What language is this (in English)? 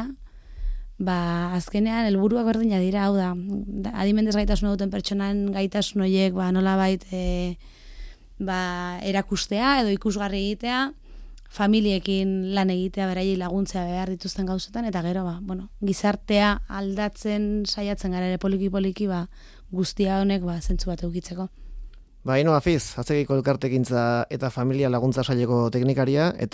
Basque